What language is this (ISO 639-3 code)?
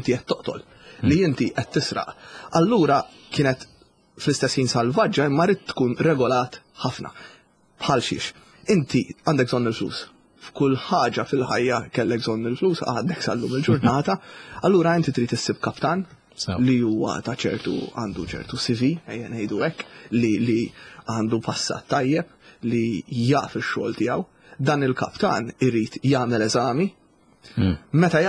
mlt